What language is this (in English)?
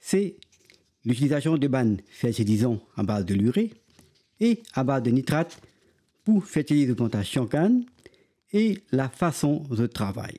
Morisyen